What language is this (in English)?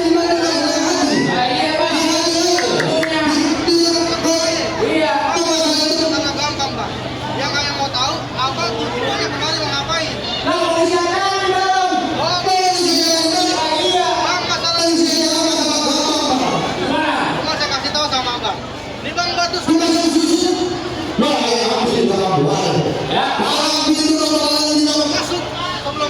Betawi